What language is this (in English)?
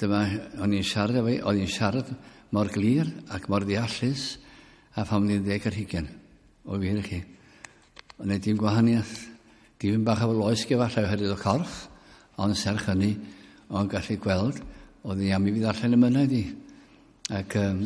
Welsh